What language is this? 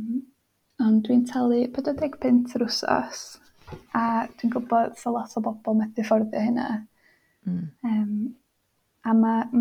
Welsh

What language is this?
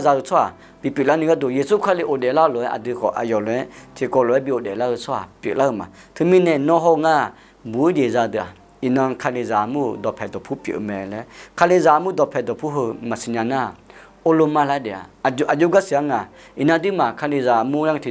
Akha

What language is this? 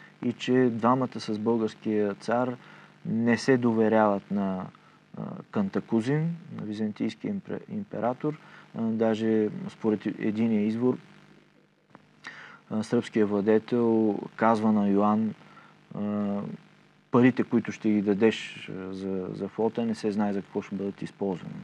Bulgarian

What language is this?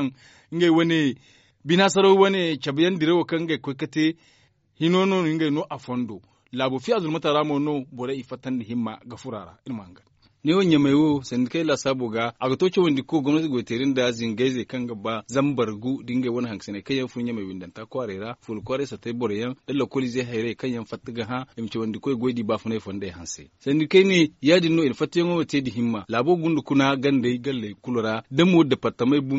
Zarma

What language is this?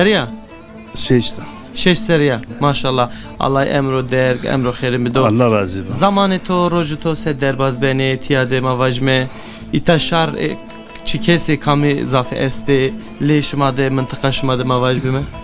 Zaza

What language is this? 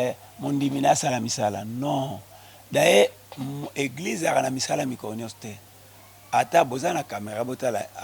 Lingala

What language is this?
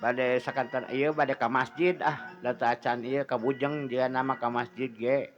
Sundanese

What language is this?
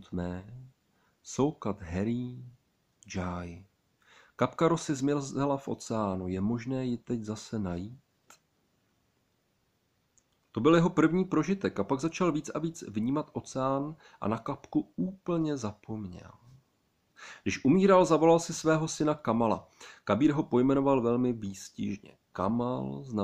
Czech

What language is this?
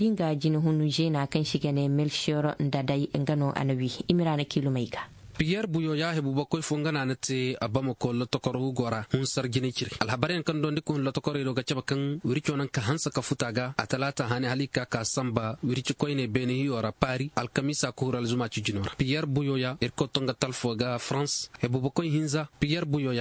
Zarma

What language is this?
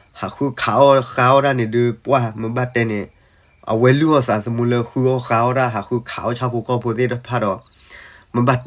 S'gaw Karen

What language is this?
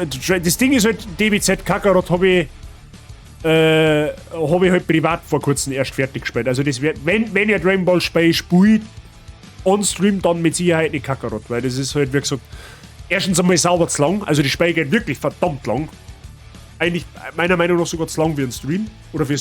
Bavarian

